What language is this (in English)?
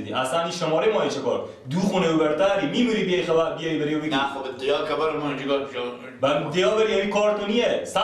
Persian